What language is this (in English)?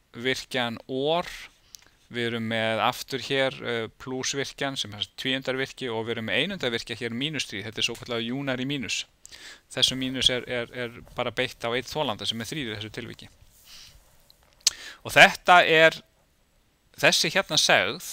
Icelandic